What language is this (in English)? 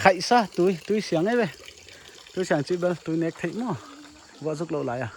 Paite Chin